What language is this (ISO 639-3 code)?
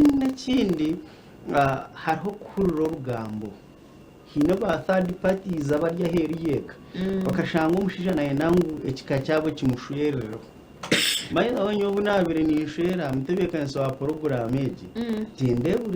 nyn